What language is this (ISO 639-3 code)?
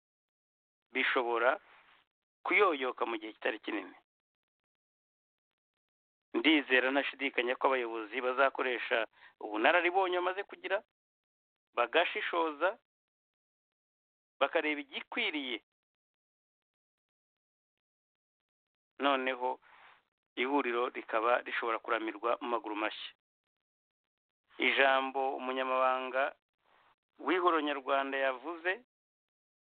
kin